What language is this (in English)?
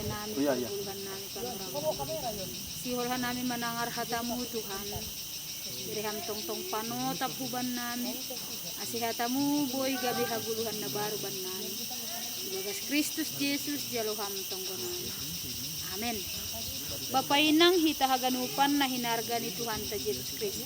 Batak Simalungun